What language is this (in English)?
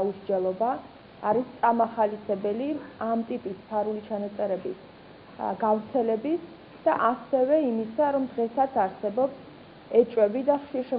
Georgian